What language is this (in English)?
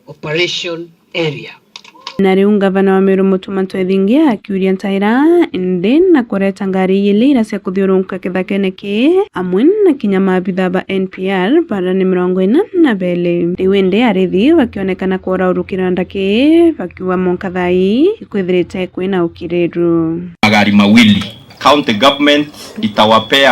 Meru